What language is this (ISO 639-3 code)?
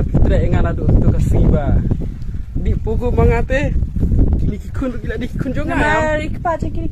kha